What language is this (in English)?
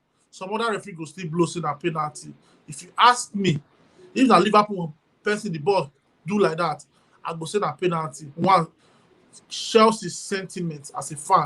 Nigerian Pidgin